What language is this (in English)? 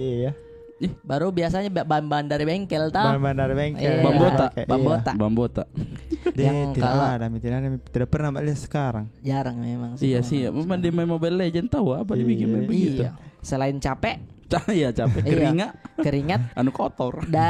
Makassar Malay